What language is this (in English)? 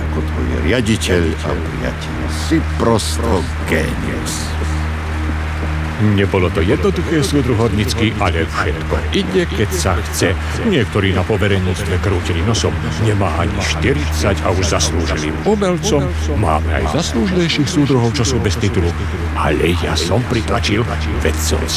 Slovak